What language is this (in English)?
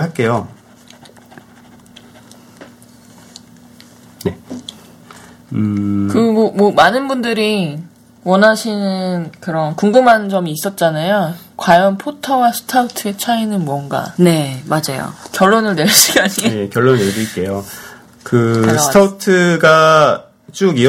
Korean